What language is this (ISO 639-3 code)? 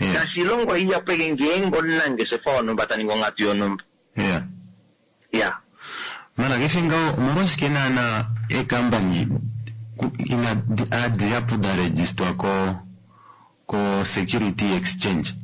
kua